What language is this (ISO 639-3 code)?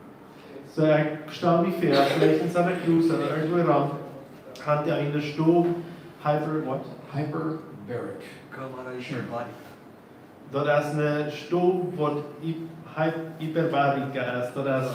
pdt